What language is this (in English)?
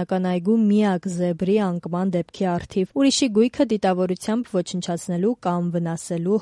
Armenian